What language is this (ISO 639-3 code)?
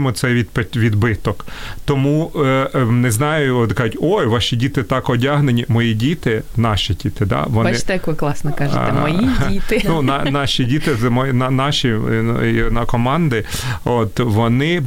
ukr